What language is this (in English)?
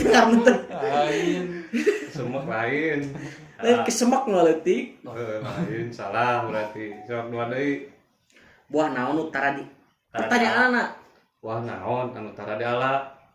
Sundanese